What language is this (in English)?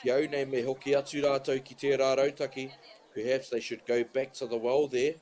Māori